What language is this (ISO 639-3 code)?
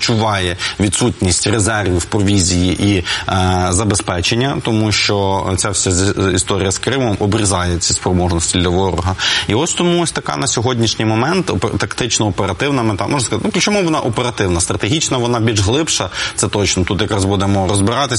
ukr